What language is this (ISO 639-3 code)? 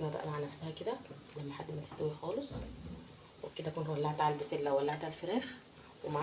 arz